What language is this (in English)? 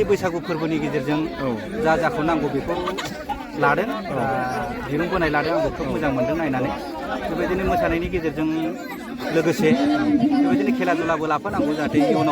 Bodo